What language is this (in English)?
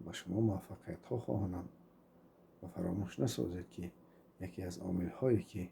Tajik